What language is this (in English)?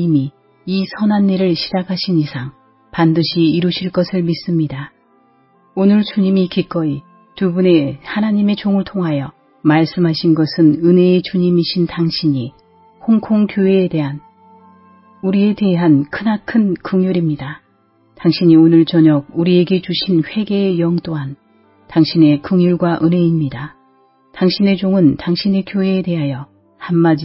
Korean